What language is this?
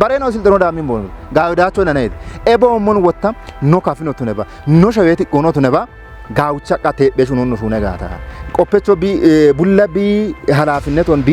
Kafa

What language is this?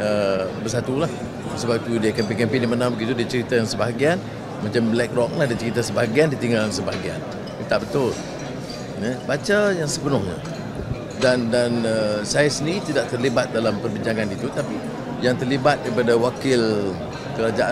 Malay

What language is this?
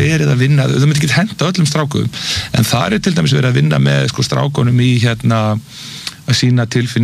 Icelandic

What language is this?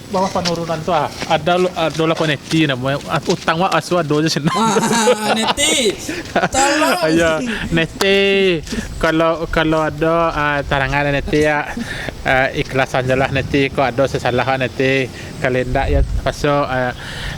Minangkabau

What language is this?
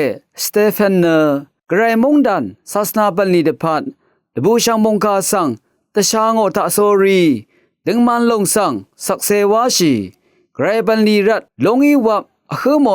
Rawang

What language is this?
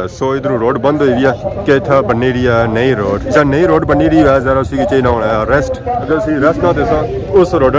Pahari-Potwari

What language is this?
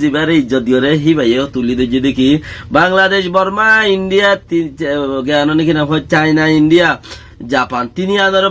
Rohingya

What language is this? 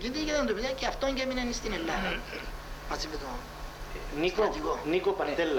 Greek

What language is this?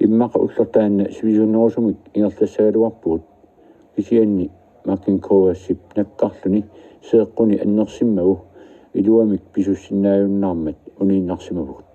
Kalaallisut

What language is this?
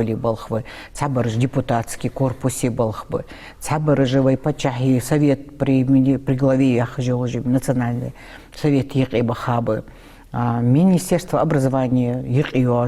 Ingush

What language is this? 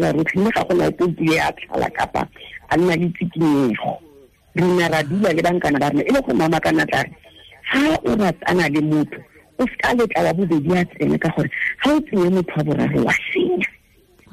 Tswana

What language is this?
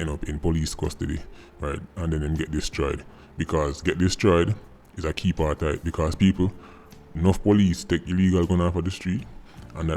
Jamaican Creole English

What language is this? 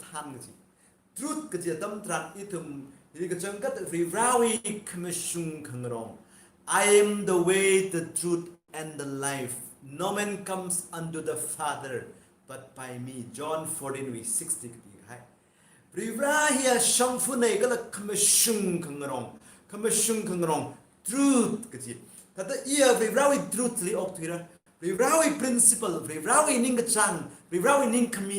Tangkhul Naga (India)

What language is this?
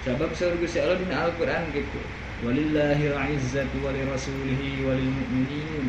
Sundanese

